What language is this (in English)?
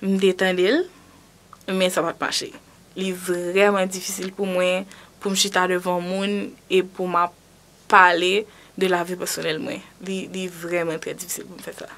Haitian Creole